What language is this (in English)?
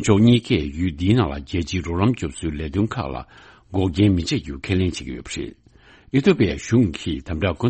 Tibetan